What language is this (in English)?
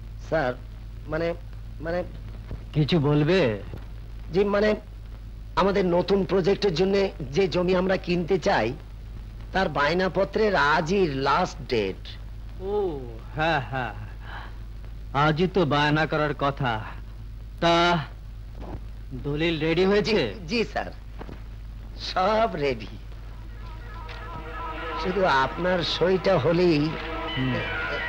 Bangla